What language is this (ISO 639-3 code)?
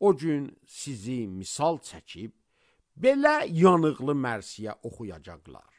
aze